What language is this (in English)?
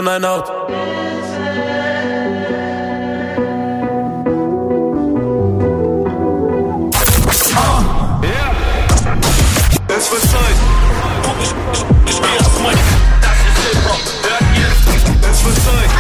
German